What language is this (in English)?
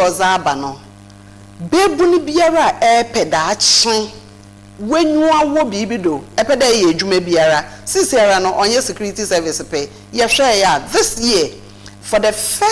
Akan